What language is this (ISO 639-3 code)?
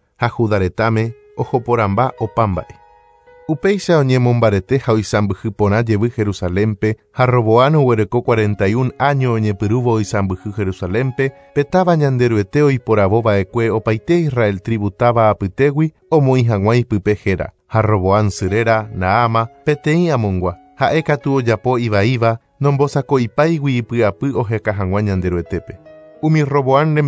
grn